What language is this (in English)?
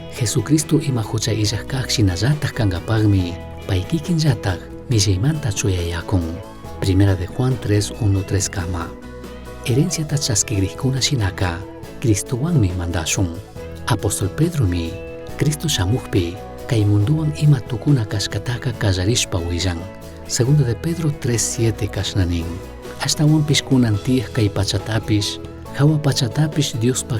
Chimborazo Highland Quichua